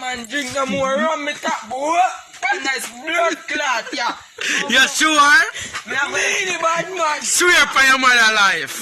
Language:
Jamaican Creole English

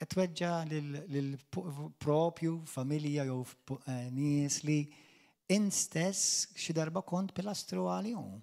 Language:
Maltese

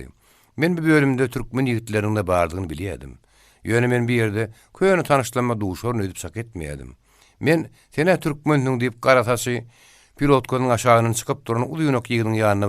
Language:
Turkmen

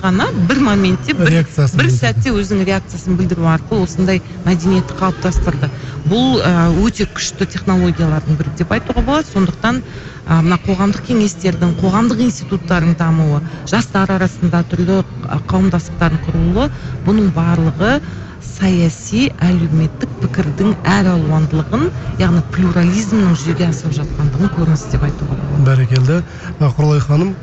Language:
Kazakh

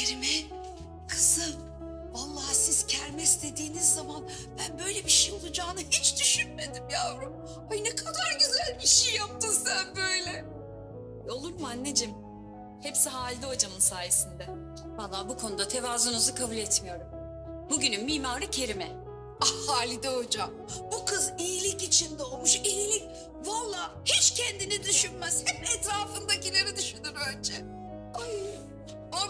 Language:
Turkish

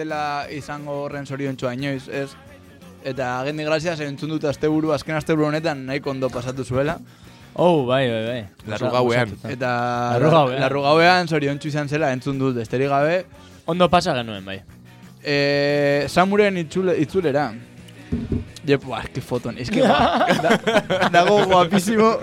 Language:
Basque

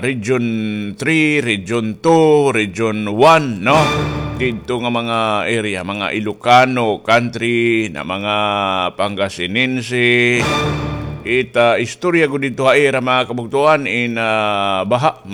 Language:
Waray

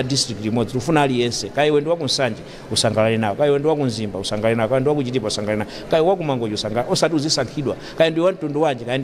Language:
Nyanja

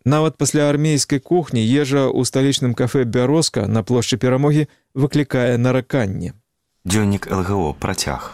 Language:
Belarusian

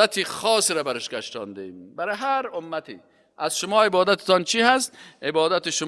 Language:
Persian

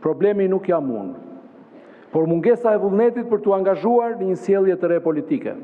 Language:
Albanian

